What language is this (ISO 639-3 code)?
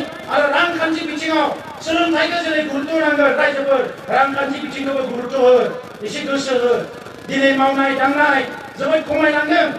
brx